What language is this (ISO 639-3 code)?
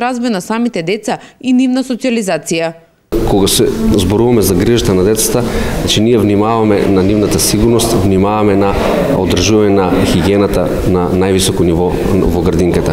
mkd